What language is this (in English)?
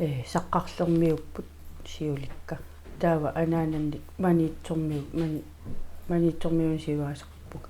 Kalaallisut